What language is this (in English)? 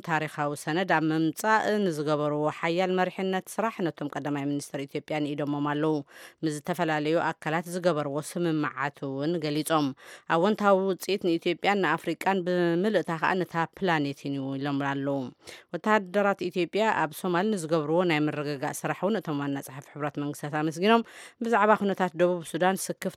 Tigrinya